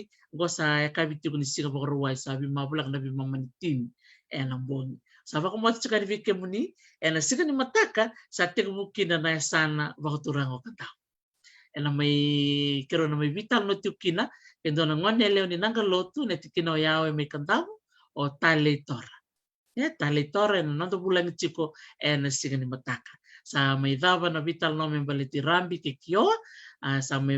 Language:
Fijian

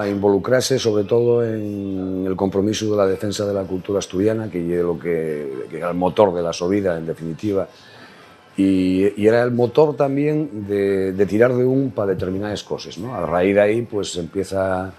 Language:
Asturian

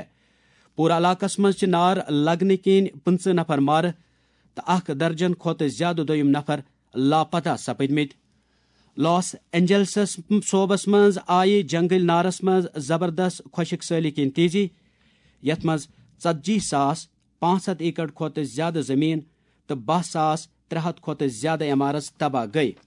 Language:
Kashmiri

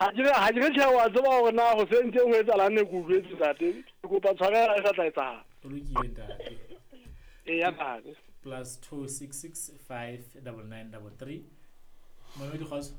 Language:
Southern Sotho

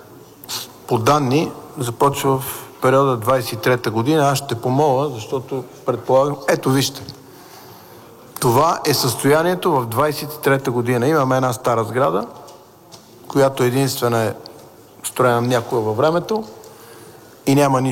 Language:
Bulgarian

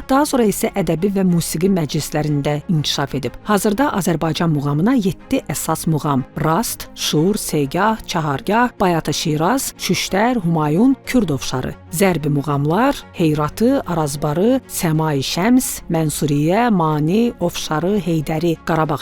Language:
Azerbaijani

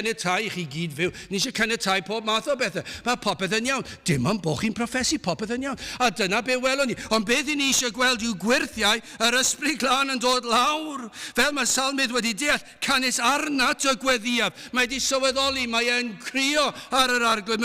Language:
Welsh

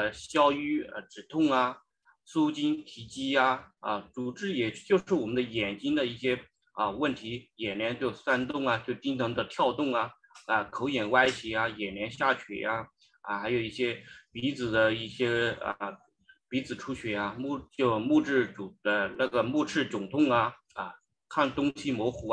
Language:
Chinese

